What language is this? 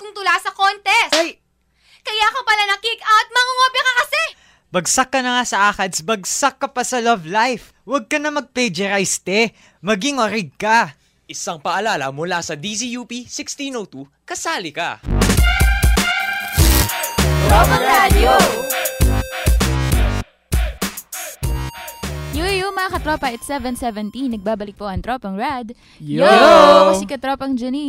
Filipino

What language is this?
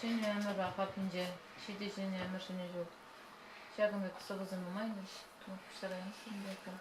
Chuvash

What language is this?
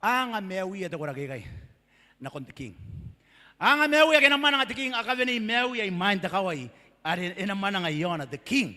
Gilbertese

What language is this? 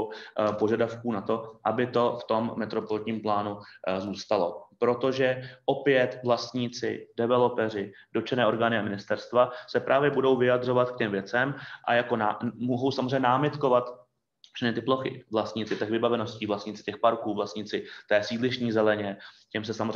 Czech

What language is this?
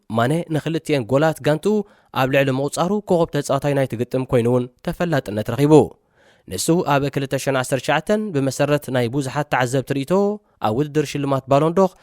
Tigrinya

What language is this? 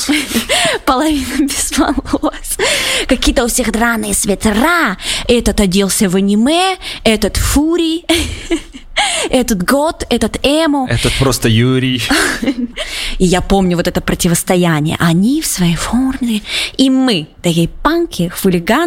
Russian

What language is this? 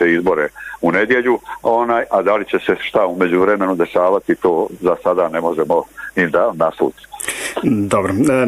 Bosnian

